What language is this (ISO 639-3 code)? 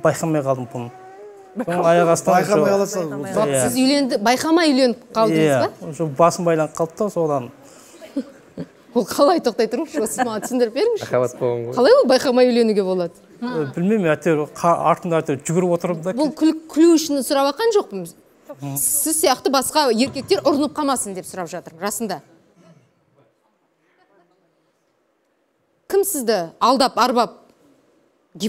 kaz